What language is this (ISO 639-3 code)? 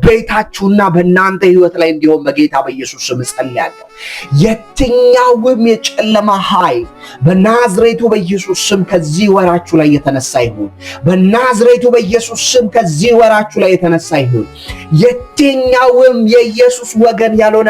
amh